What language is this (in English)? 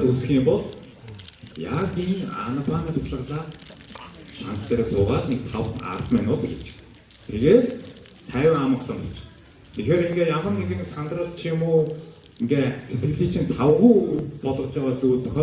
Mongolian